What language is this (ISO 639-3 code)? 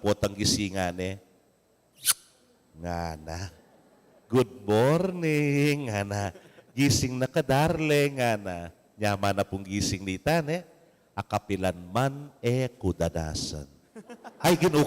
pam